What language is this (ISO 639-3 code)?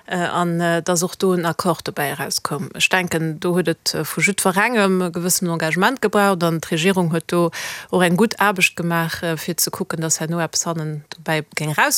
ltz